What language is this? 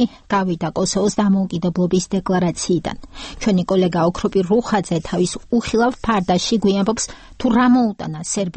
Georgian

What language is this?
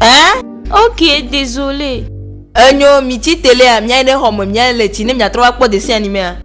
Ewe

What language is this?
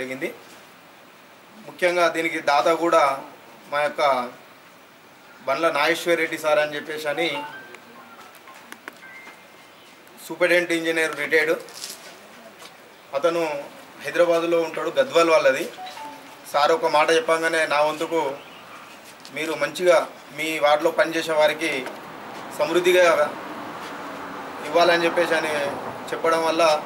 Telugu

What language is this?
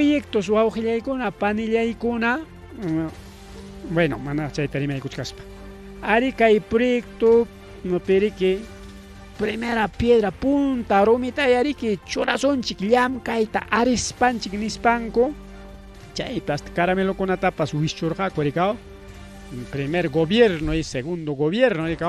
Ayacucho Quechua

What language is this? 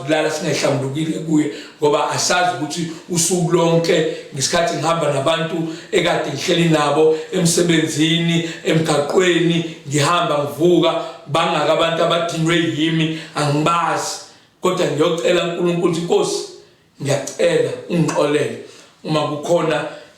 Zulu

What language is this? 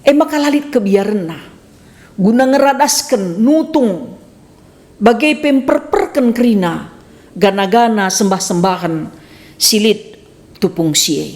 Batak Karo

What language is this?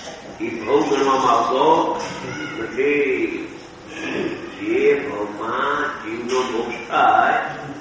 Gujarati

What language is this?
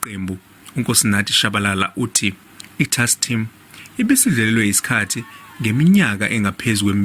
Zulu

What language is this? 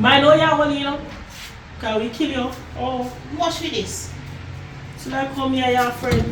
Jamaican Creole English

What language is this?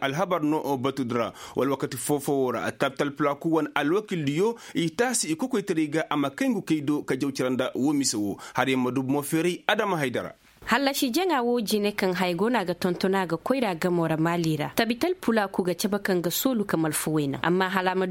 Koyraboro Senni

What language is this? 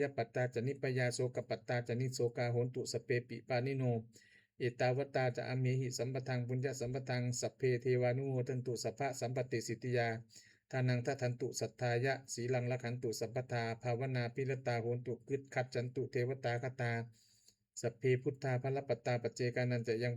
Pali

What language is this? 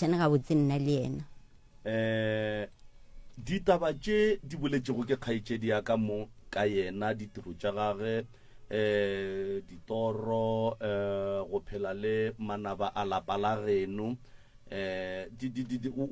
Northern Sotho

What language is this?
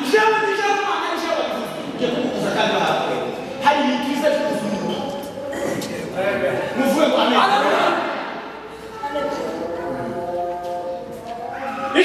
Kinyarwanda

